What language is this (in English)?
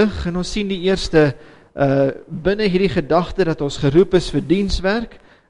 Afrikaans